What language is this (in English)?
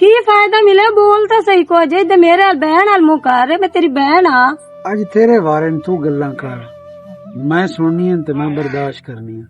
Western Panjabi